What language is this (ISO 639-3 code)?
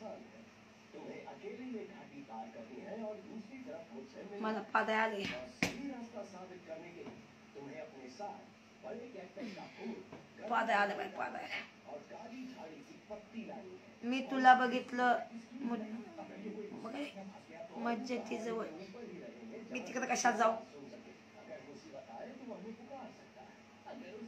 mar